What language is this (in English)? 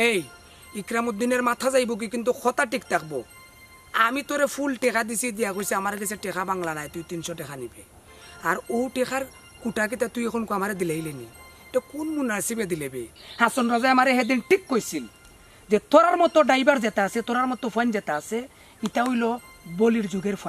Sylheti